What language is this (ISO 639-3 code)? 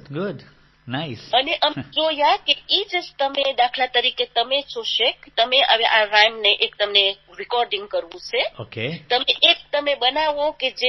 guj